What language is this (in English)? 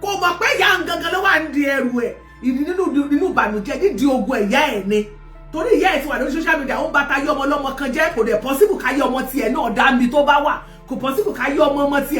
Yoruba